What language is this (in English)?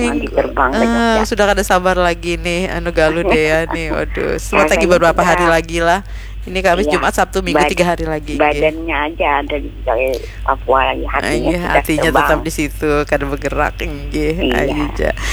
Banjar